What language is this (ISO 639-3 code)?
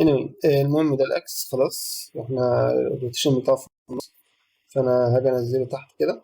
arz